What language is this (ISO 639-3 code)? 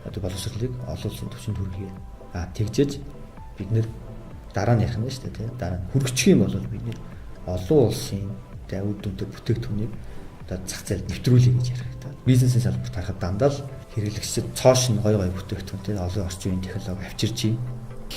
mon